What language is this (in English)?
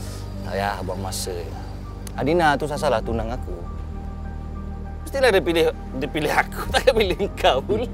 Malay